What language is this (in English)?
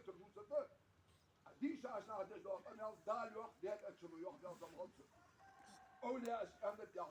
Ingush